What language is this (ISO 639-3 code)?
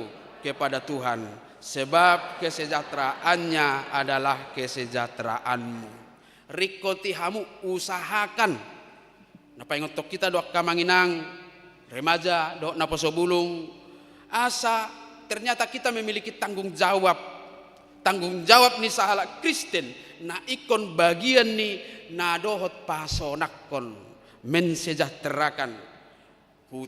bbc